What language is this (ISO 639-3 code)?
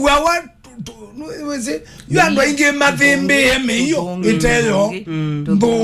kam